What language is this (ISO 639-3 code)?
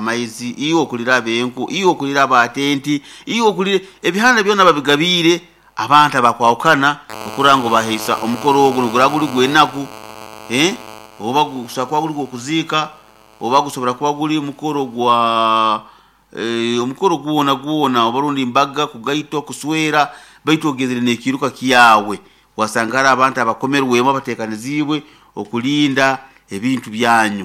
nyo